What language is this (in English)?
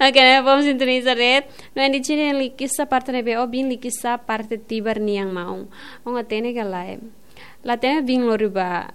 Tetum